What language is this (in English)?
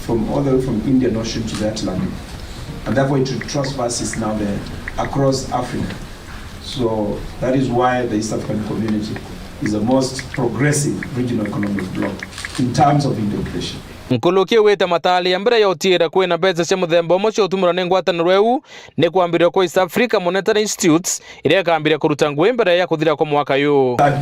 Meru